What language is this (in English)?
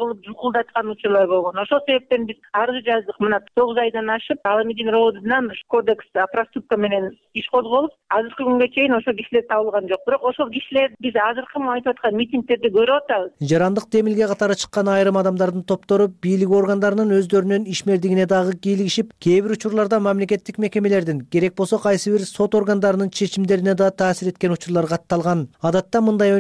Kyrgyz